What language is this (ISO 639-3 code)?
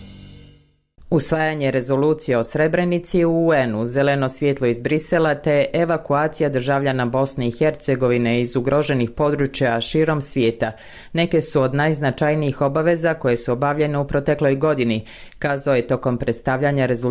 bos